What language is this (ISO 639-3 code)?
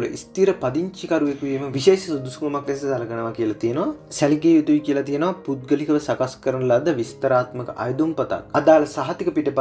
sin